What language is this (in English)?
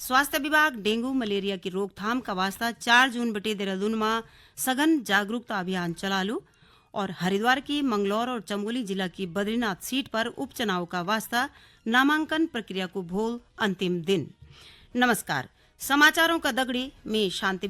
Garhwali